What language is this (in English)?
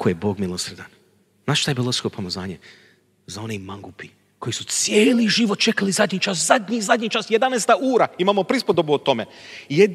Croatian